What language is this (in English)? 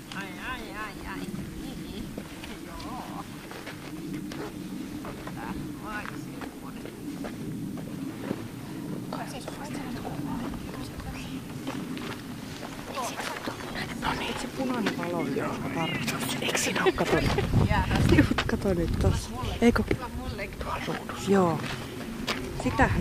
Finnish